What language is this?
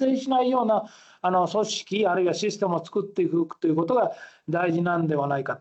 Japanese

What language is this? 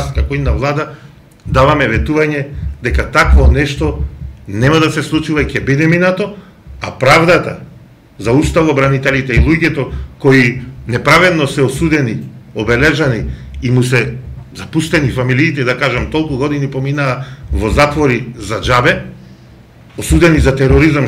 Macedonian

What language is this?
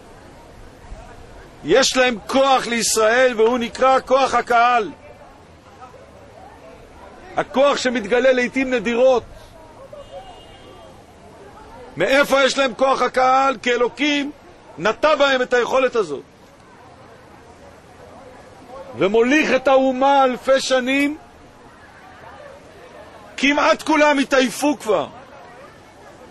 Hebrew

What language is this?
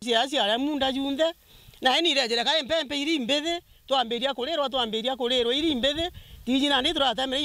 Meru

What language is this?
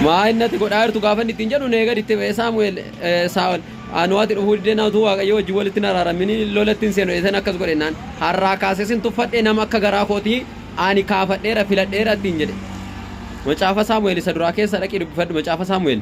Oromo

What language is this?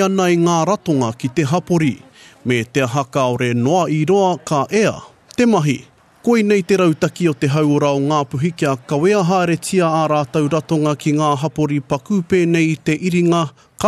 Māori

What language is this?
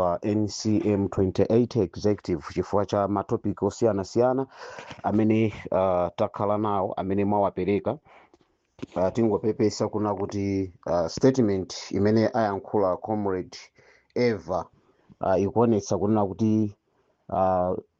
Nyanja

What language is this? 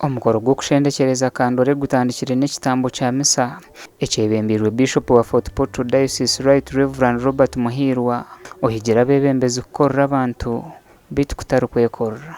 Nyankole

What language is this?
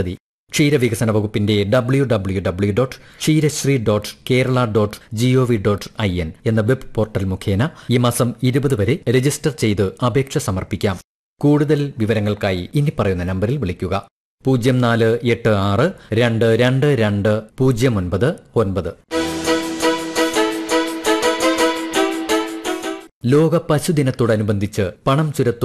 Malayalam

